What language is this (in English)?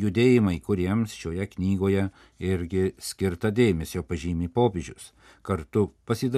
Lithuanian